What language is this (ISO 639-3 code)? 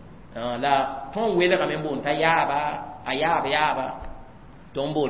mos